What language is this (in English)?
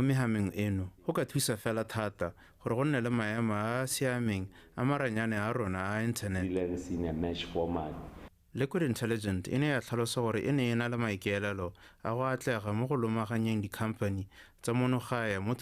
Tswana